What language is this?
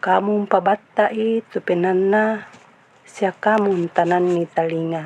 Toraja-Sa'dan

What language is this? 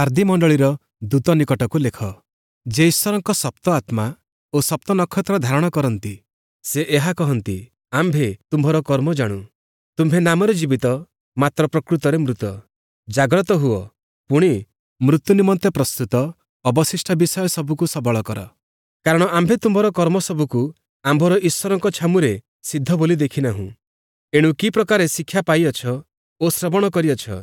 Odia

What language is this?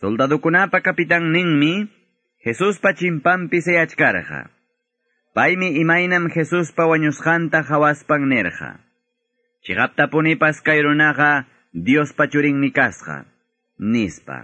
Quechua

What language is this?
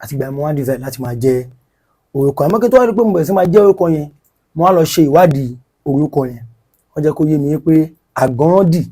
Yoruba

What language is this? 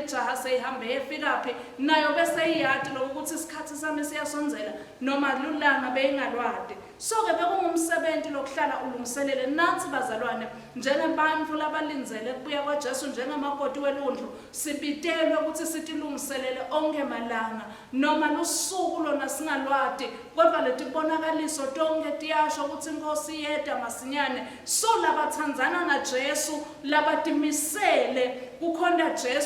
Swati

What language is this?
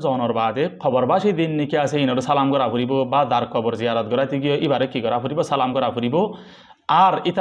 Rohingya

